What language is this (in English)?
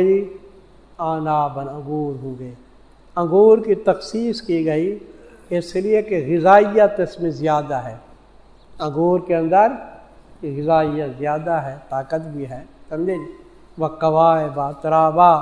Urdu